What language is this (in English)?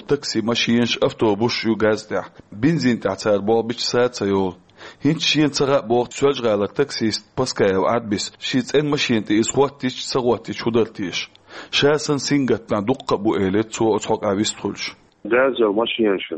Chechen